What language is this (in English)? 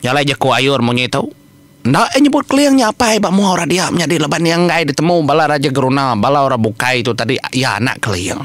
Iban